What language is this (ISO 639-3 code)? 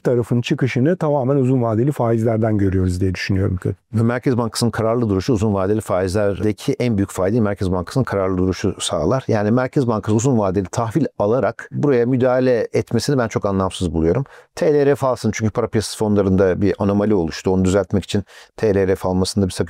tur